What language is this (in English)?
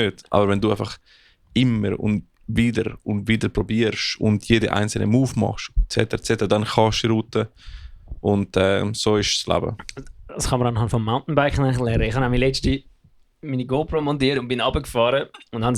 Swiss German